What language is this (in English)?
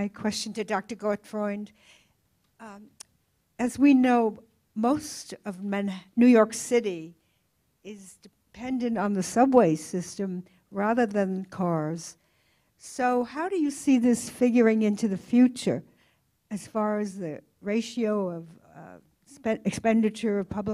English